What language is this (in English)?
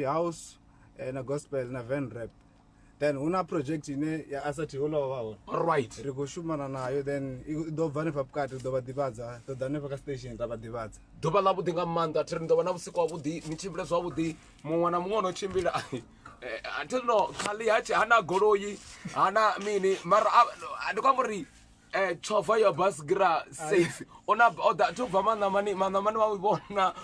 Venda